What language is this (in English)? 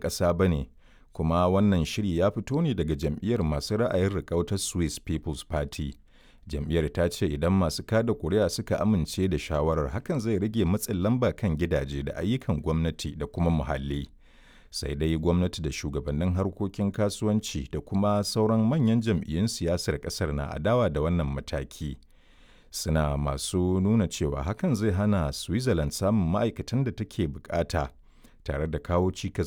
Hausa